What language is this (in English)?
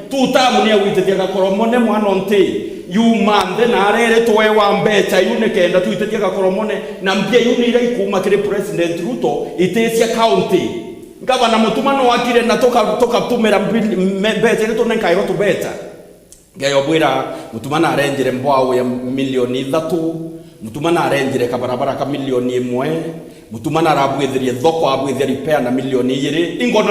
Meru